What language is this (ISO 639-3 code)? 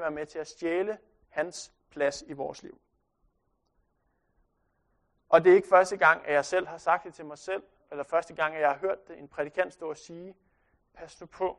dan